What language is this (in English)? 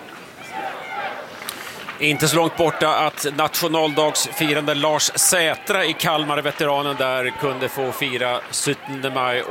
Swedish